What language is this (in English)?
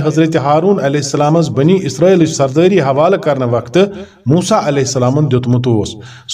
Kashmiri